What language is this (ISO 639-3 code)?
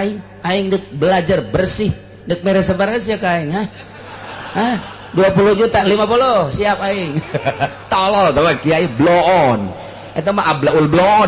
sun